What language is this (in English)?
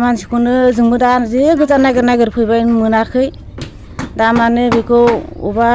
Bodo